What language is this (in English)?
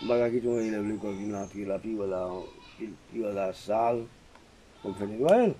Haitian Creole